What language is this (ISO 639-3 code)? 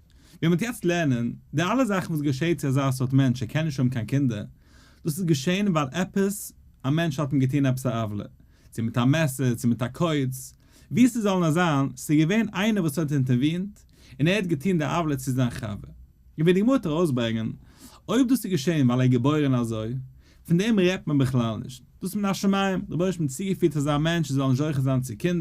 yid